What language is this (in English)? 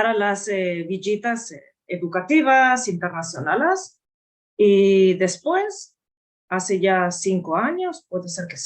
Ladino